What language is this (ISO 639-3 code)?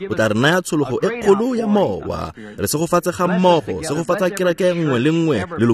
tsn